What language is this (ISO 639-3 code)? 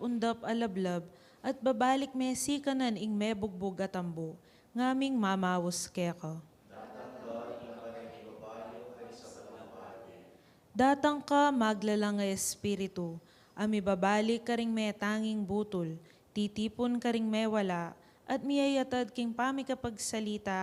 pam